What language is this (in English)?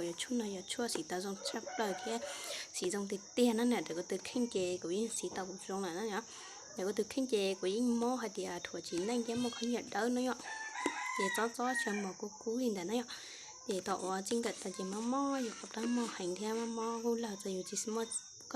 Hmong